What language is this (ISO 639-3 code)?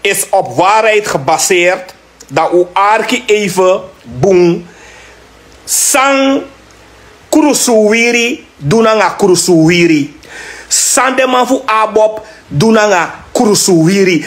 srn